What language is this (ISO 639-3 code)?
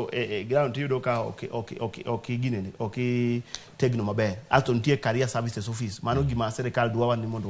luo